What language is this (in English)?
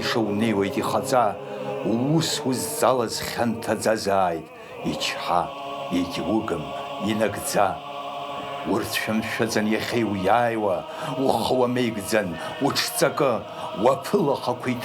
Abkhazian